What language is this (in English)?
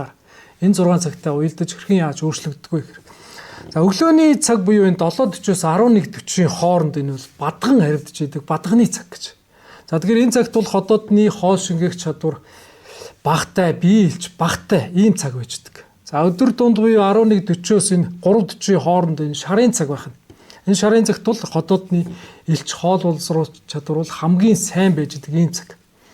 Mongolian